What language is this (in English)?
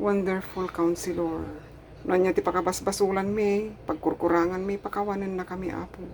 Iloko